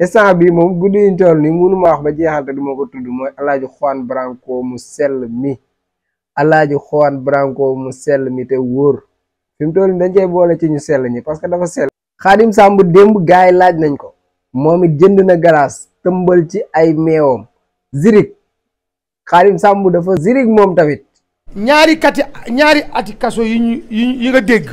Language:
Wolof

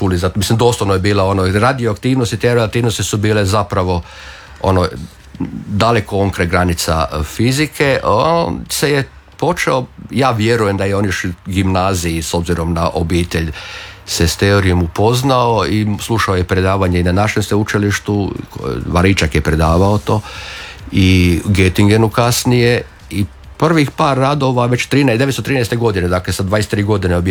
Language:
Croatian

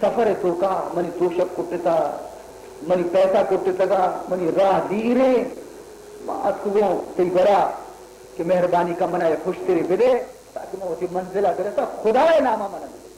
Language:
Baluchi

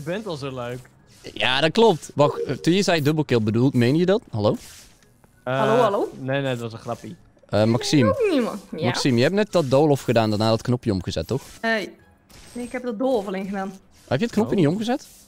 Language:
Dutch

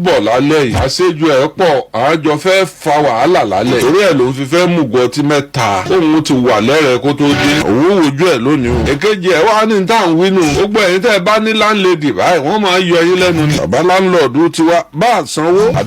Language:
Yoruba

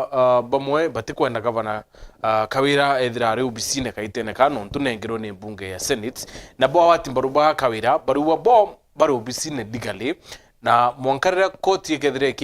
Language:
Meru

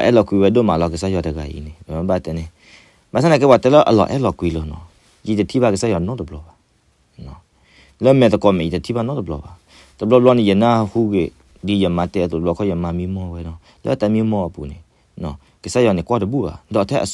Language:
S'gaw Karen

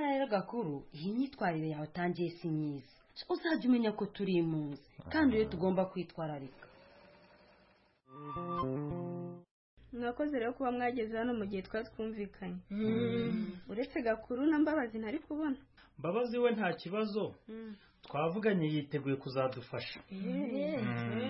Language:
Kinyarwanda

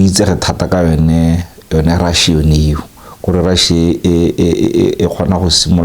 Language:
Tswana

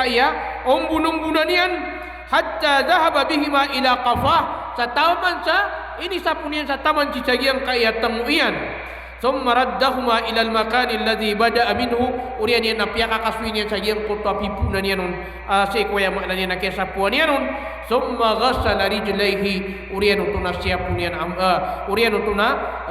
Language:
Maranao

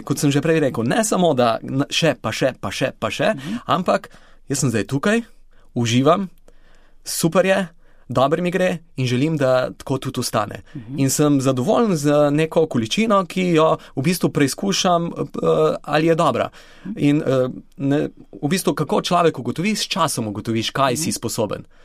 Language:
Slovenian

